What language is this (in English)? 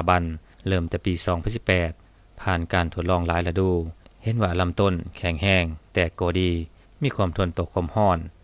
Lao